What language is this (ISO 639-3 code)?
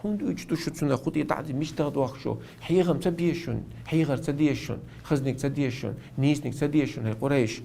che